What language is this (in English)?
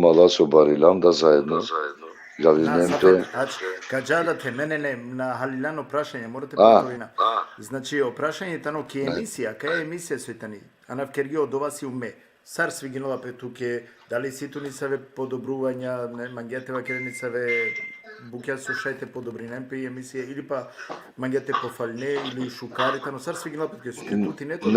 Balkan Romani